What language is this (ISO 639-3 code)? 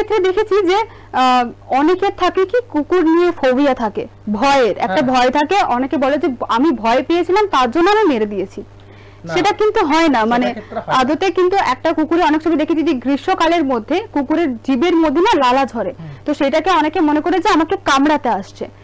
ben